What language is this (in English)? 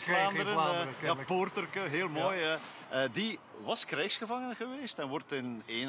Dutch